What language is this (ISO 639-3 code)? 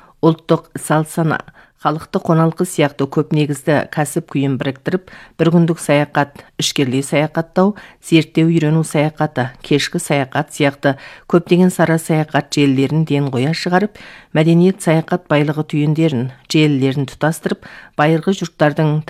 kaz